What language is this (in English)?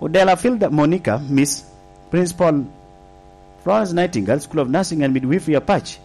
Lango (Uganda)